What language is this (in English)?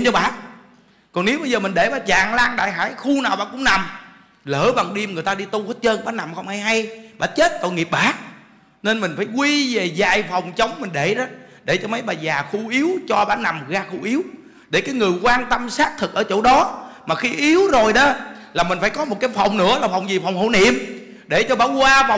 Vietnamese